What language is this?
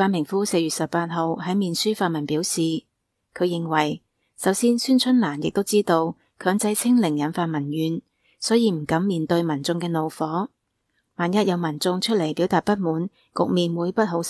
Cantonese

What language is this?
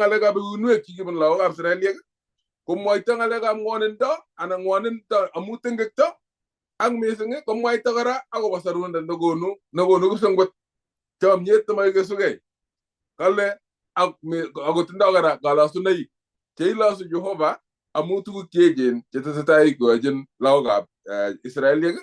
Kalenjin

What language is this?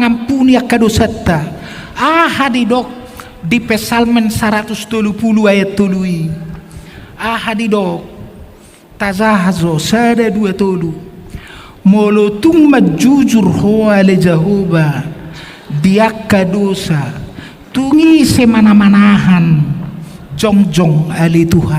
Batak Toba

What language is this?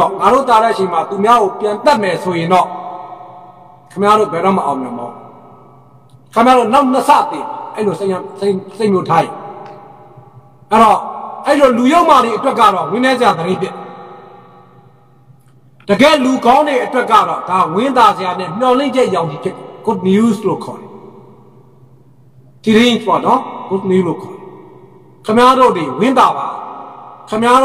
Burmese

